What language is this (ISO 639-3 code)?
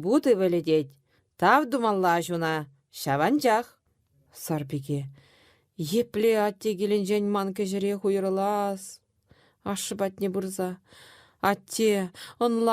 chv